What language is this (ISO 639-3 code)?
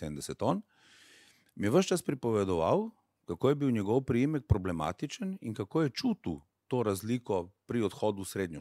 slv